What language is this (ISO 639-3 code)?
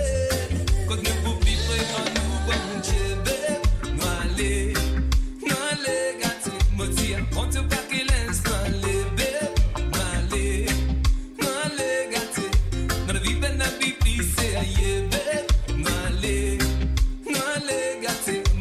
mfe